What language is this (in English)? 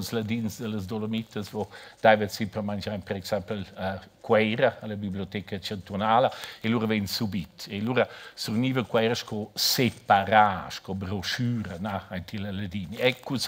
Romansh